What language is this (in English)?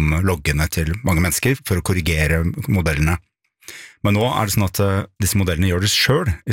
Norwegian